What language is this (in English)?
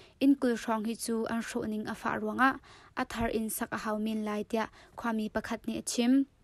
Hakha Chin